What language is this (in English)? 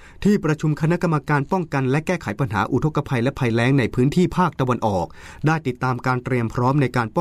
Thai